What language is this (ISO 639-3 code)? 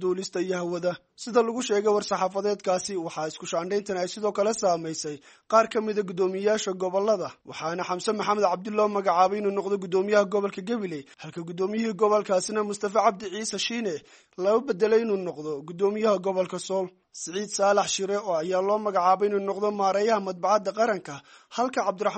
som